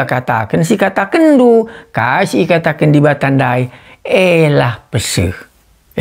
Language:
Batak Karo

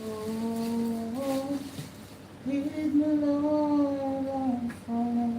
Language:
Jamaican Creole English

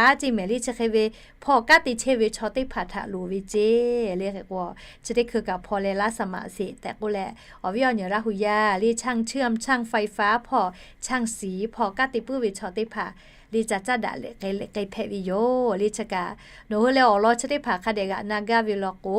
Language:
Lahu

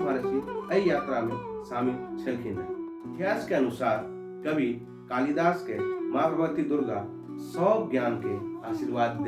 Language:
Maithili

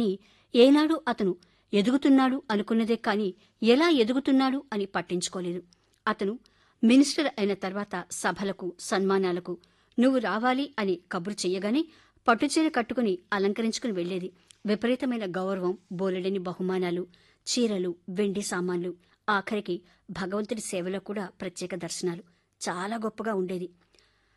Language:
Telugu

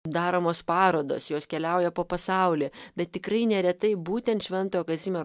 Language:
Lithuanian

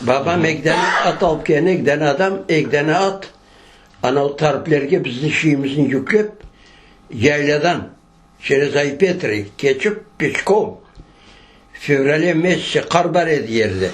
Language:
Crimean Tatar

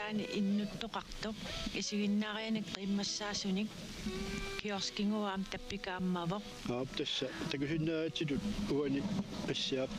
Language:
Kalaallisut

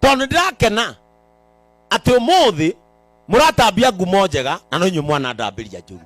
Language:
Kikuyu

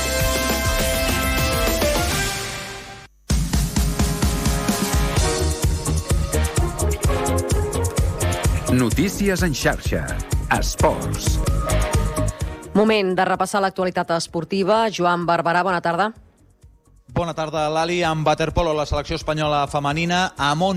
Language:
Catalan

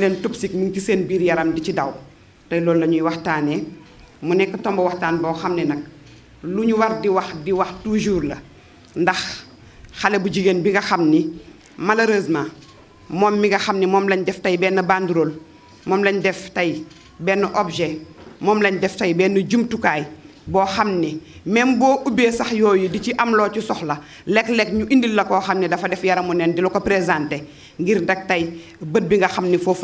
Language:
Wolof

